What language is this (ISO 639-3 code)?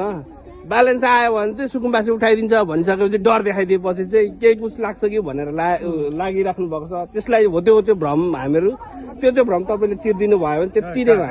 nep